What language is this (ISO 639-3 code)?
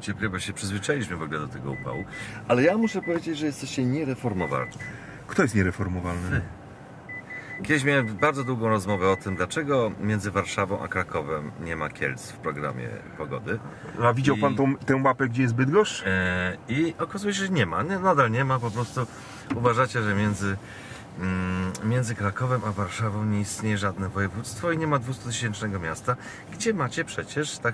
pol